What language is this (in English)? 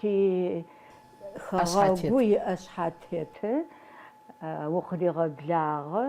Adyghe